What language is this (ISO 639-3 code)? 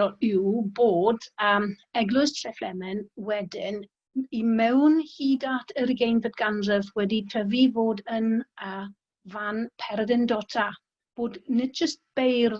cym